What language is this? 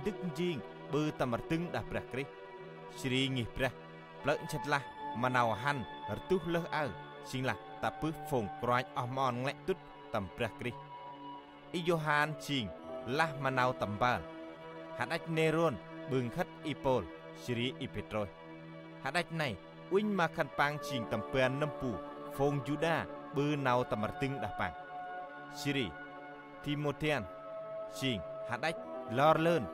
Central Mnong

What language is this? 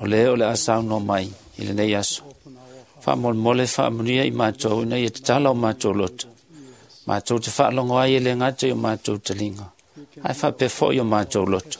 Samoan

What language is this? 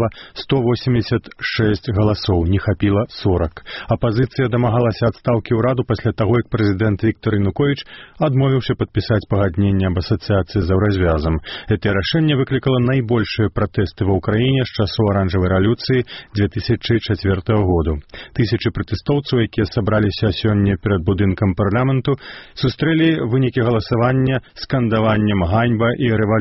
Belarusian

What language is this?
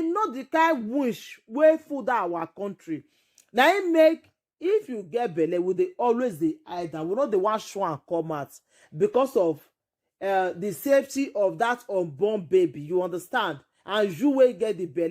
Nigerian Pidgin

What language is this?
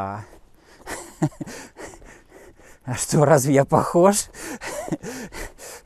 Russian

